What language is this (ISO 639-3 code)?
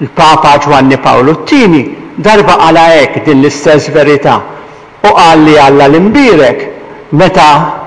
mlt